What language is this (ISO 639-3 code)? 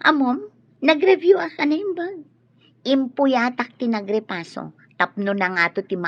ilo